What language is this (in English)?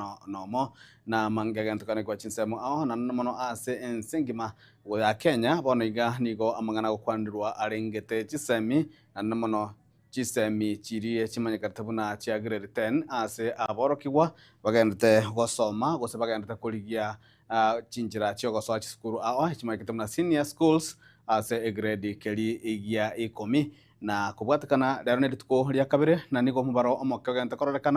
Gusii